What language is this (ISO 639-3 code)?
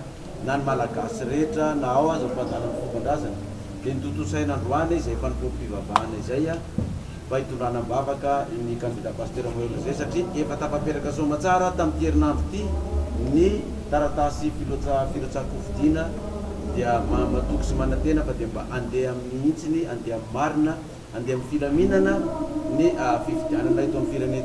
mlg